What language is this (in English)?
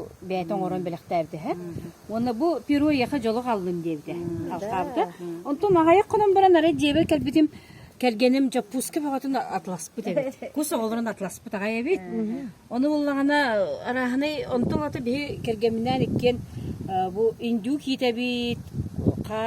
Yakut